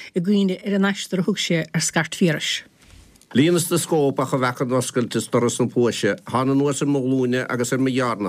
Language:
Irish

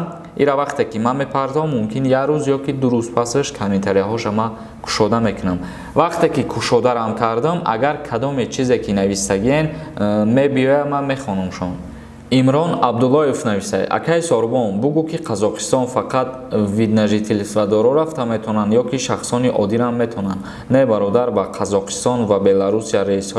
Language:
Tajik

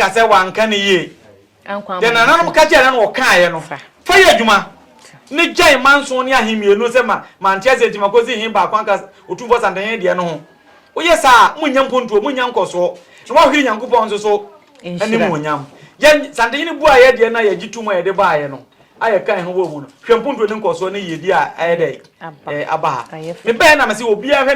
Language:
Akan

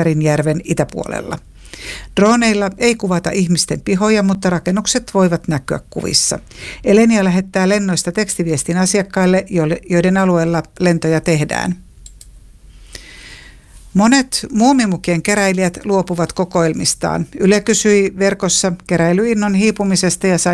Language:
Finnish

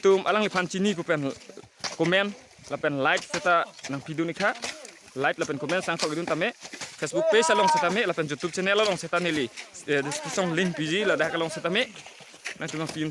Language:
Karbi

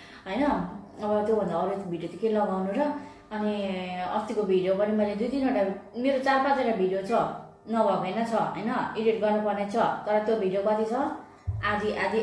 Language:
Nepali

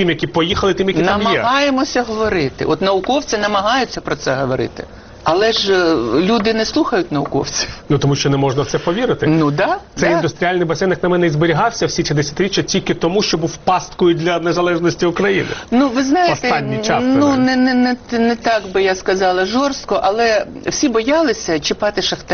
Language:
Ukrainian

